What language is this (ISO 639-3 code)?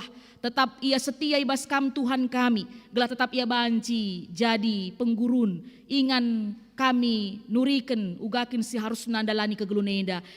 btx